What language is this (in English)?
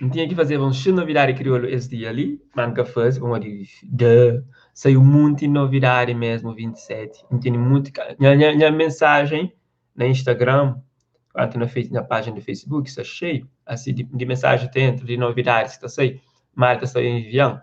Kabuverdianu